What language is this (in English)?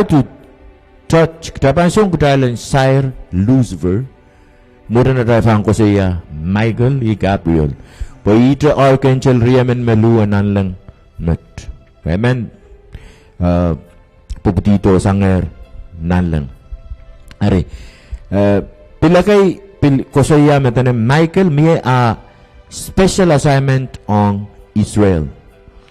Pohnpeian